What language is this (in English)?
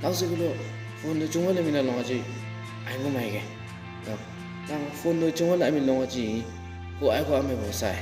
Chang Naga